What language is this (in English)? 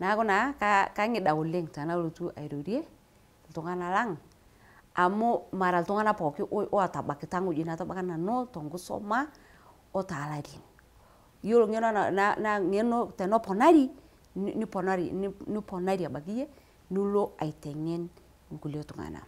Masai